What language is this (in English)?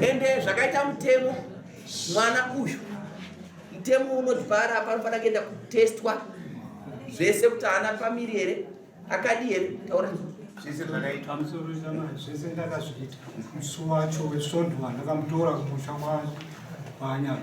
Shona